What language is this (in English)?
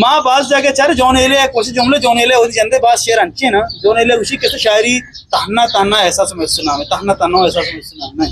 Eastern Balochi